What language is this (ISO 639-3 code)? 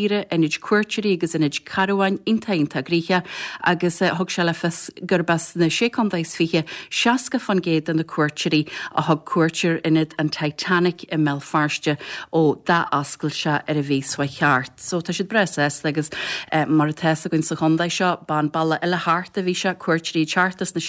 gle